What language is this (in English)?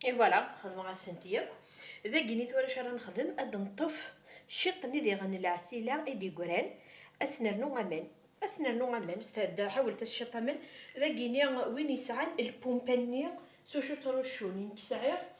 Kabyle